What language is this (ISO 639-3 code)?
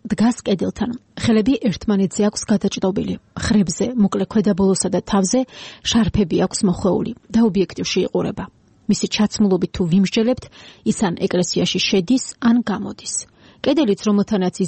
kat